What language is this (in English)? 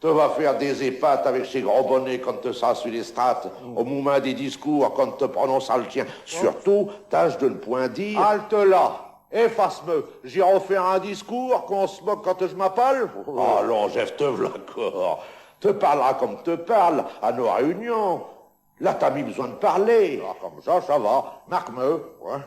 Picard